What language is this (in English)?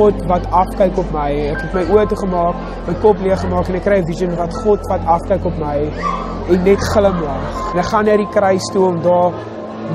Afrikaans